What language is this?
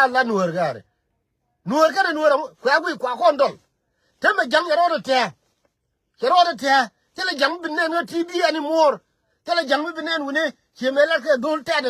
Nuer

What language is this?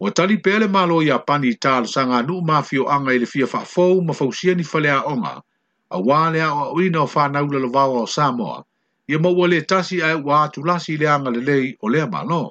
Samoan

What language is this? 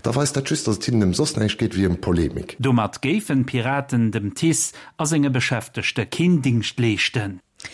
Luxembourgish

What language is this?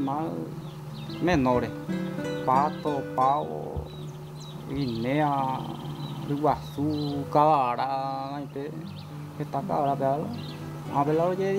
Guarani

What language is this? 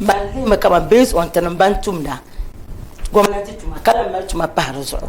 Dagbani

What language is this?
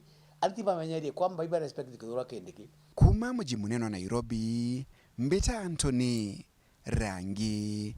Meru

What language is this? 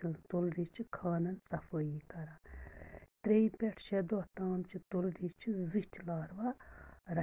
Kashmiri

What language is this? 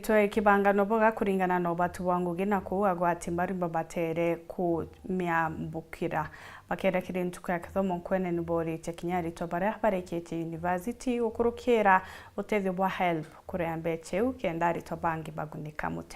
Meru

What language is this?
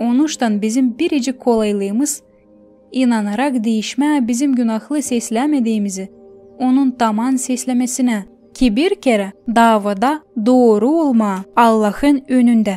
Gagauz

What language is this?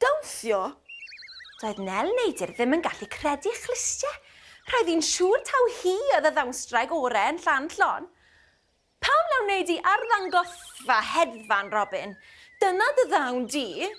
Welsh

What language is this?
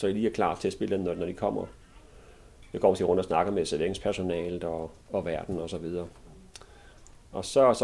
Danish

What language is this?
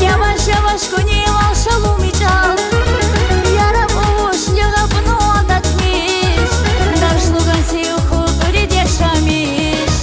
Tabassaran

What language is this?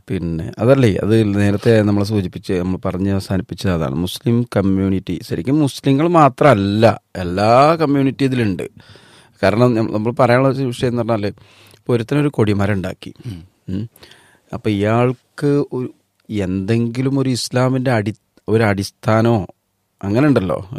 Malayalam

